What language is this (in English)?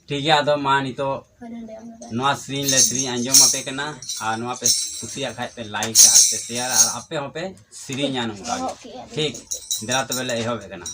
Santali